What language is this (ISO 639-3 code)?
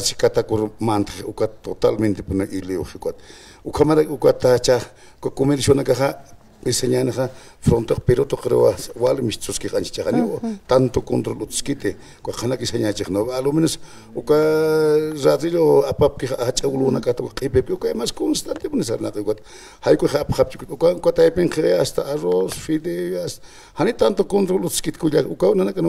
aym